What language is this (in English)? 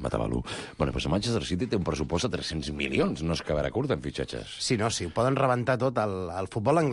Catalan